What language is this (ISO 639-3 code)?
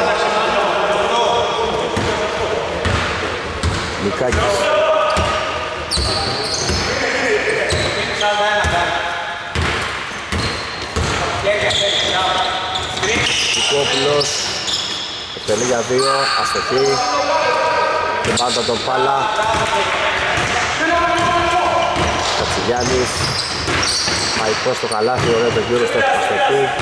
ell